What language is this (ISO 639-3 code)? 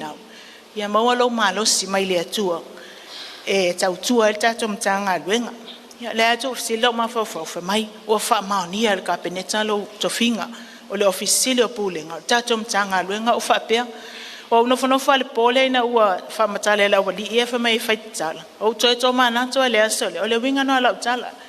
smo